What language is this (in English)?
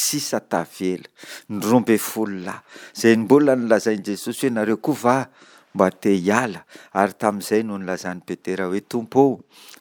Malagasy